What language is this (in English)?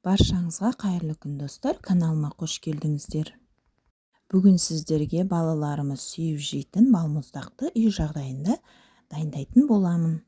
Kazakh